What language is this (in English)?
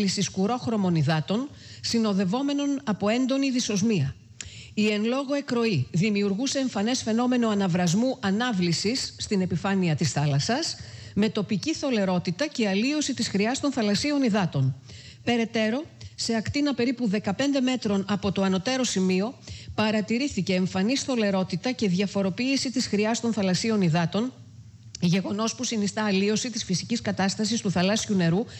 Greek